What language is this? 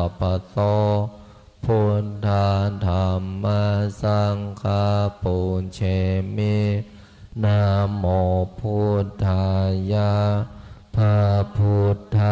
Pali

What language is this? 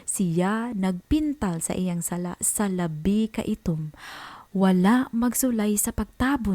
Cebuano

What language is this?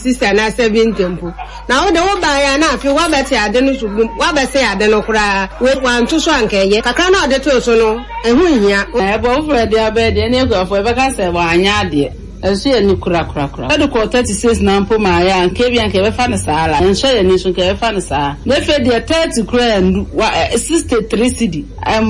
Akan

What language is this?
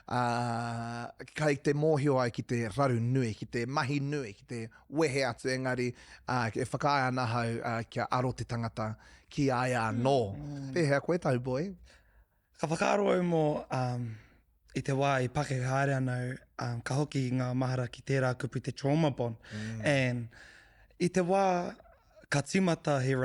Māori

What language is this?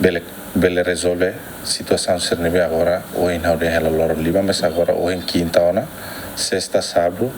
Tetum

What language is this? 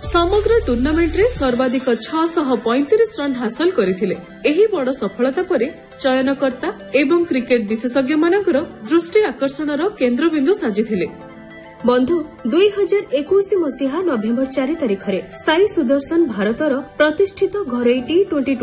Odia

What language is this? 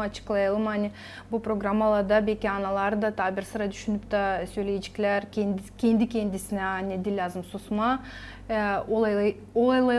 Gagauz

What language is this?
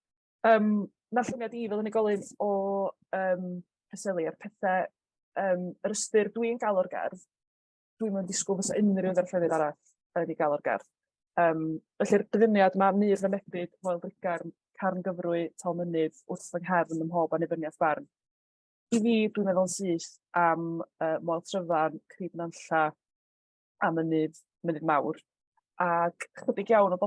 Welsh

